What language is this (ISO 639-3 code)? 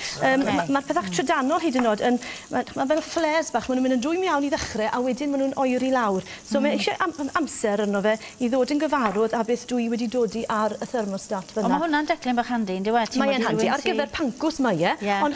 cym